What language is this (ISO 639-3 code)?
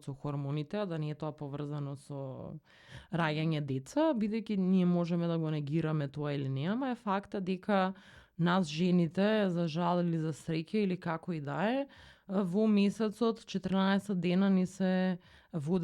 mkd